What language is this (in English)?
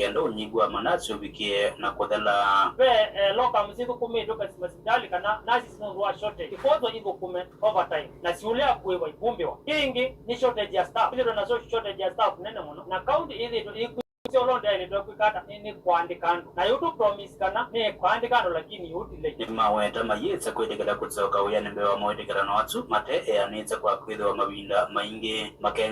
Kamba